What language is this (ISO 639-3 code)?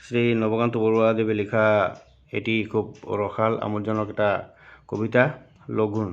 asm